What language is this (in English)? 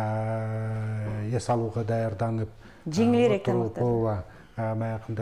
Kyrgyz